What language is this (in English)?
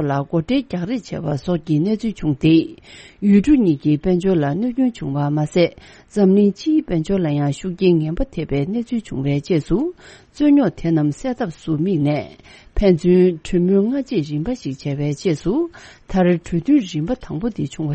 Tibetan